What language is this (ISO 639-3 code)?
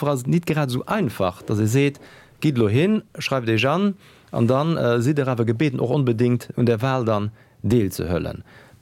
ltz